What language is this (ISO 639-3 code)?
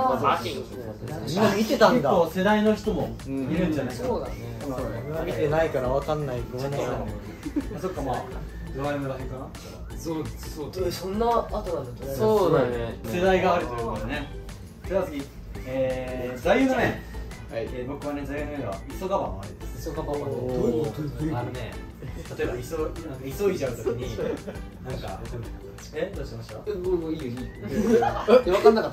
jpn